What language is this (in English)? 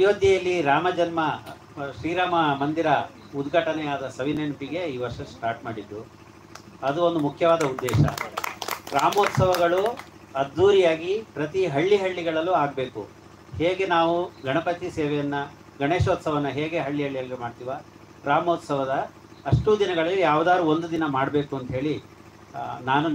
Kannada